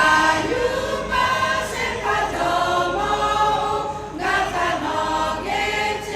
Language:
Lahu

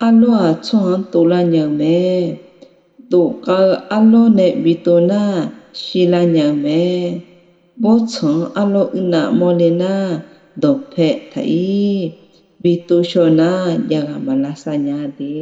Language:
Akha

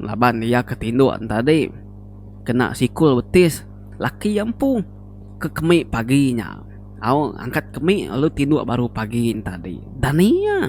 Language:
Iban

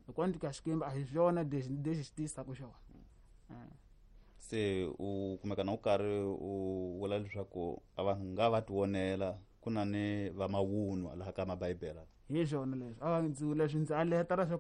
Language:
Tsonga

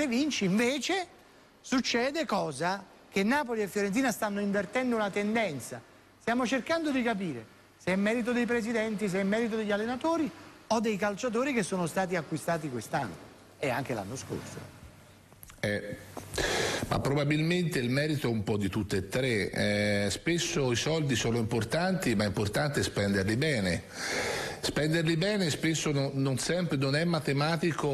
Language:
Italian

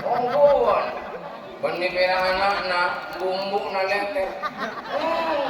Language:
Madurese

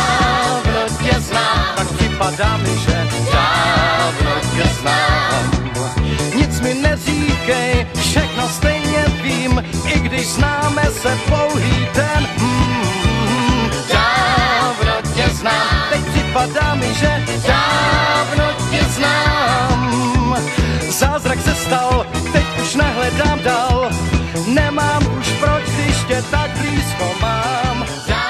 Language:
Czech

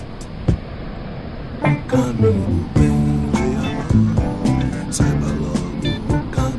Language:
Portuguese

